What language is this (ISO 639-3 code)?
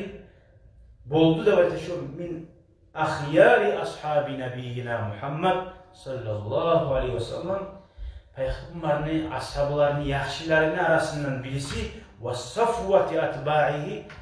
kum